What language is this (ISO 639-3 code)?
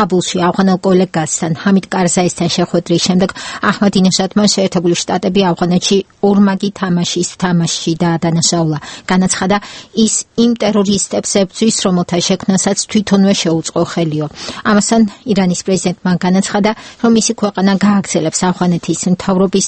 kat